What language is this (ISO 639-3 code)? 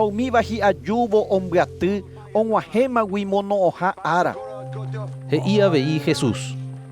grn